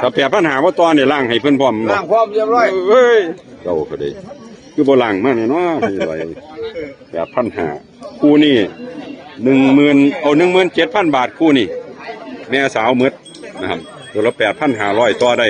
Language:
Northeastern Thai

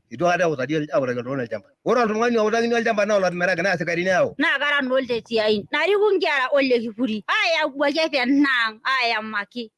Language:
Masai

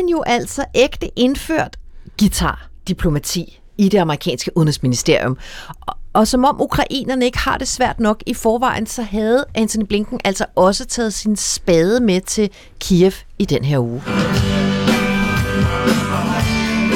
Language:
Danish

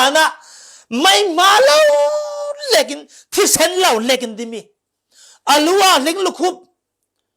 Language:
Falam Chin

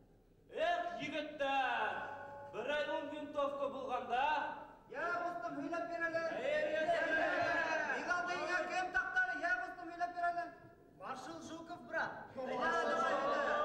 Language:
Bashkir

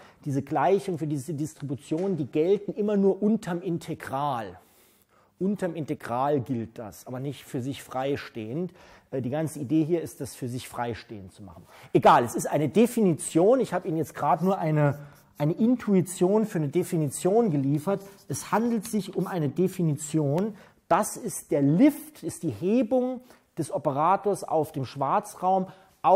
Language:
German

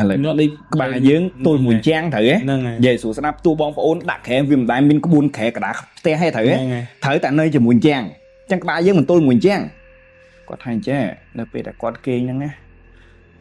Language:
Khmer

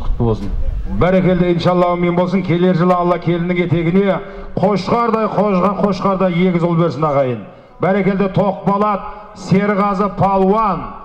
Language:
Kazakh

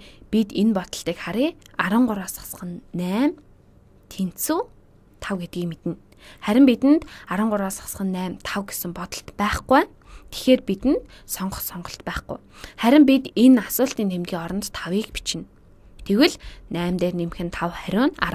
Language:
Mongolian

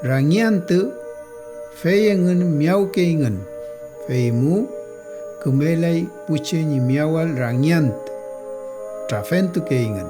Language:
Mapuche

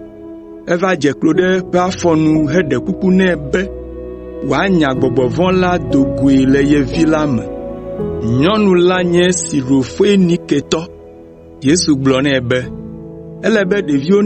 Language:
Ewe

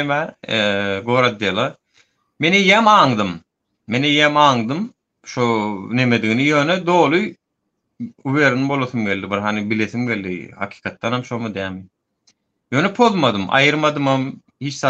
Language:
Turkmen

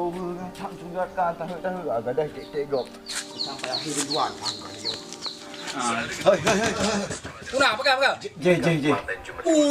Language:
Achinese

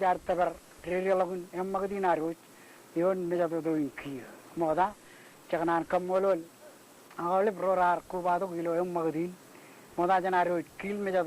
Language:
Marshallese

